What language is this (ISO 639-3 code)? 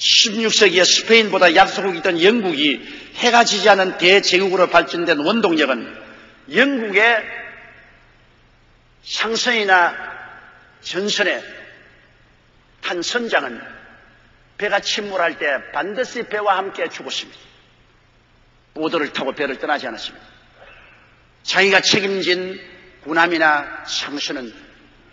kor